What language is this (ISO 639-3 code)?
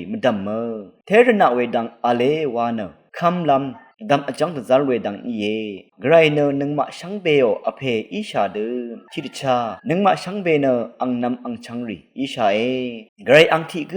raw